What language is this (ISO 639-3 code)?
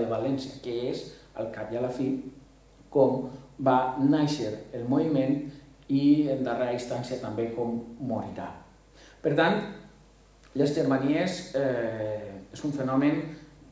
cat